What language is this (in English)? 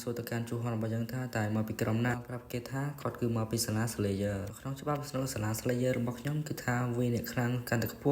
Khmer